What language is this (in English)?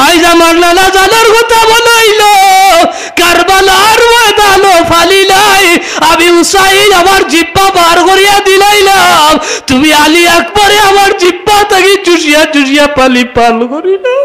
Sylheti